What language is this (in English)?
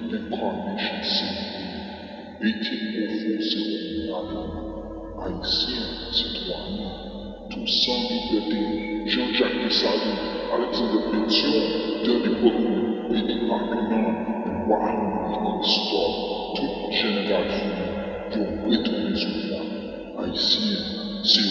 Haitian Creole